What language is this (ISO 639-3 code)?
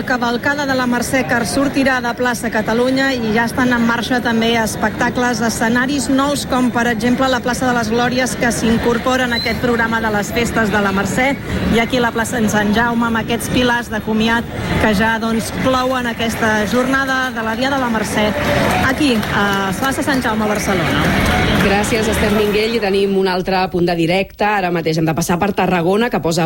cat